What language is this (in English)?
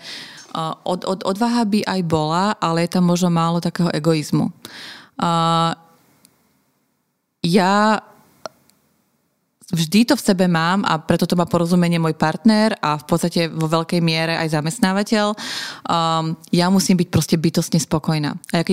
Slovak